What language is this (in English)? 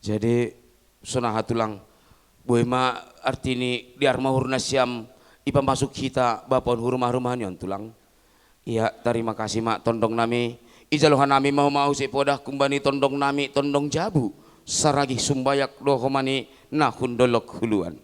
Batak Simalungun